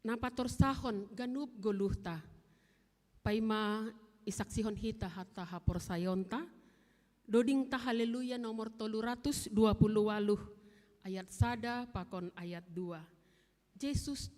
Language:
Batak Simalungun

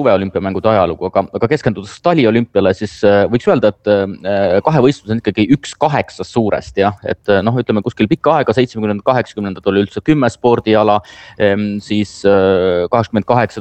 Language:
Estonian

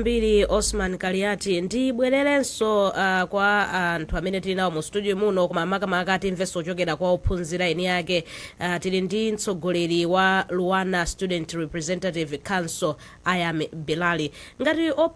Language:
Nyanja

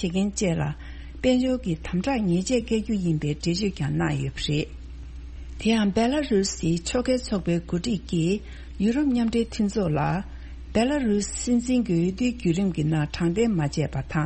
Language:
Tibetan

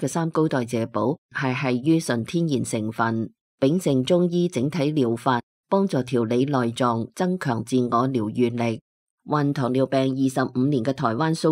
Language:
Cantonese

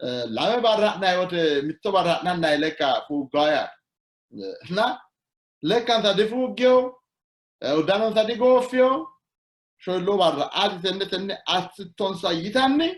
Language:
Sidamo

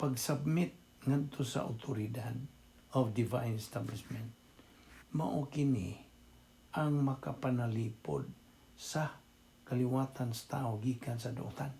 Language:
Cebuano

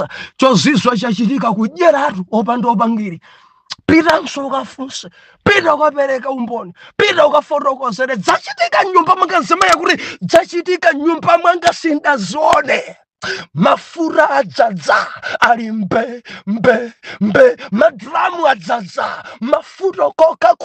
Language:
Nyanja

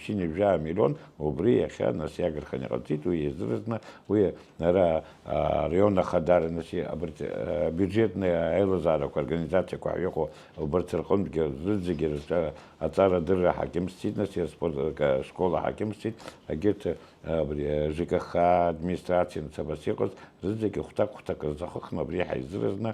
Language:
Abkhazian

